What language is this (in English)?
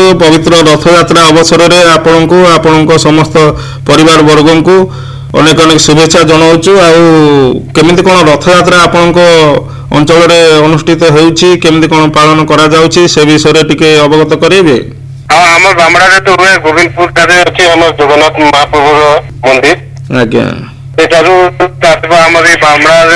Odia